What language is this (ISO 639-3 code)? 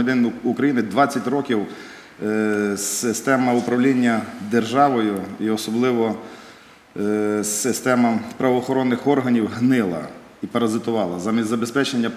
ukr